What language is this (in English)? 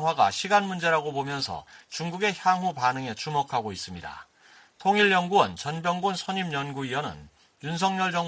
Korean